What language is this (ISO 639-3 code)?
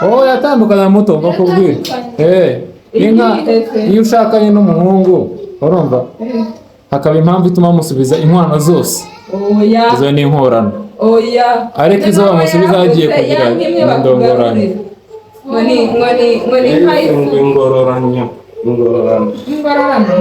kin